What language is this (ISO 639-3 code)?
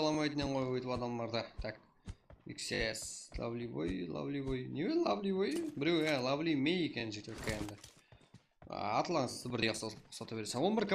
kaa